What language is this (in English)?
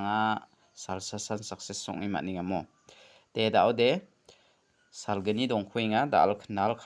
Garo